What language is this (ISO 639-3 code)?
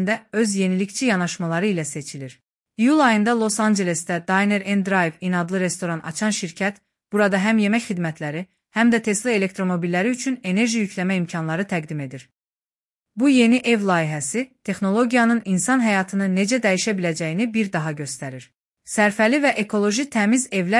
aze